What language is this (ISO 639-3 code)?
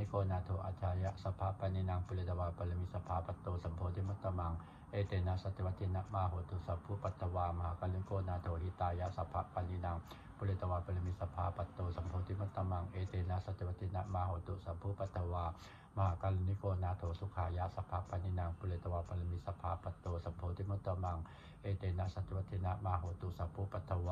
pli